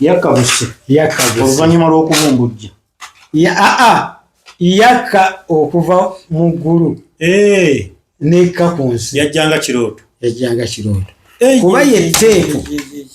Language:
Ganda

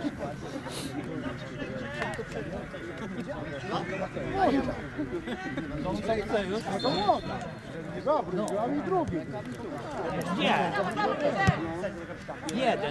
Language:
Polish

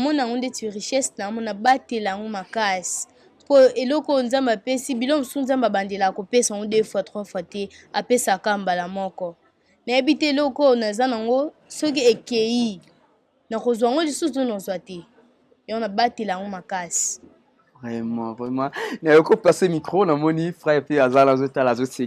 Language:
Lingala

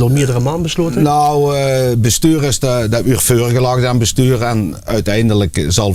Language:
Limburgish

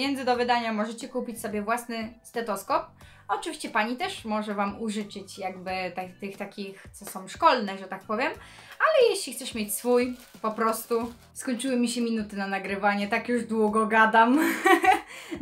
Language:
Polish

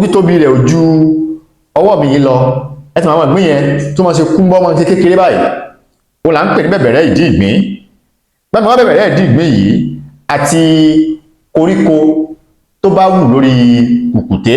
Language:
Yoruba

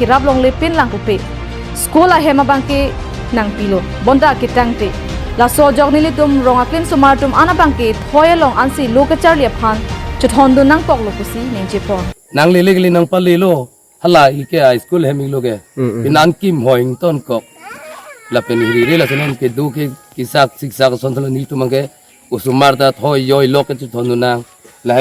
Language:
Karbi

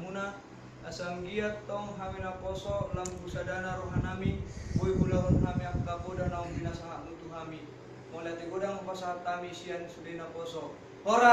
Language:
Batak Toba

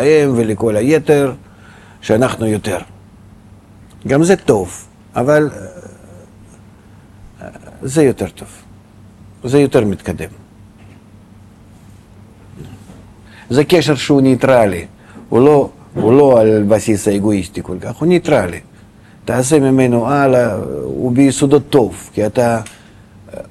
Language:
Hebrew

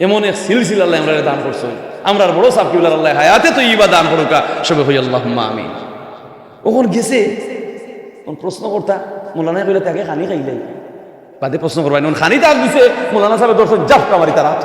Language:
Sylheti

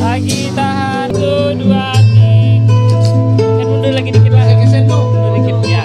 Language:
Ma'anyan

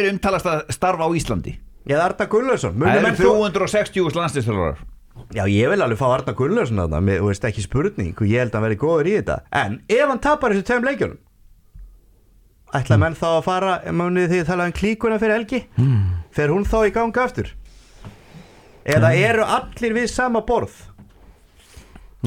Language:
Icelandic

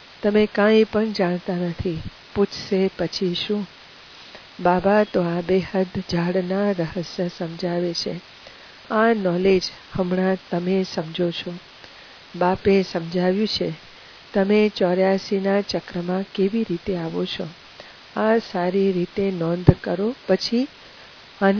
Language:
Gujarati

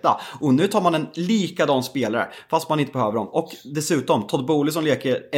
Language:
Swedish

